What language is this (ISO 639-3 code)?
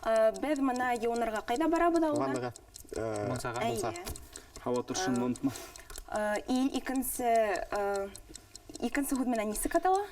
bak